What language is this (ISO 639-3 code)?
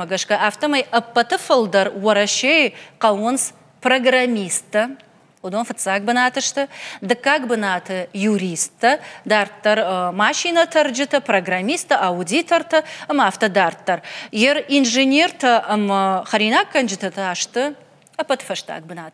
oss